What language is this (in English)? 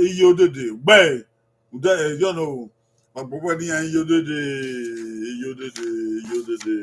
Bini